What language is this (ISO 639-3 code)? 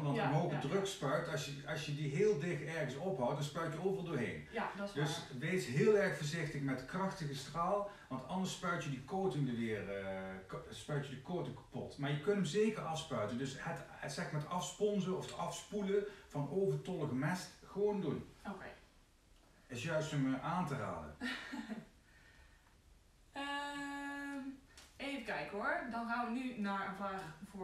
nld